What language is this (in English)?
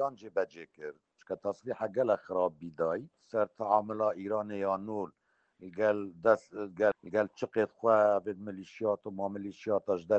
Kurdish